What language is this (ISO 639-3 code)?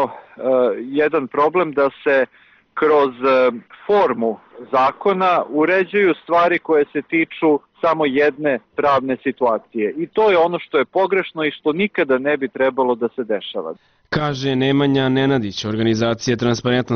srp